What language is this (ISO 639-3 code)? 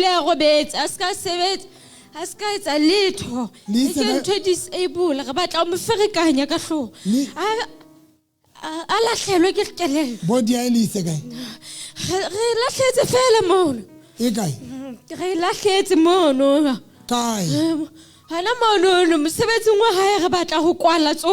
sot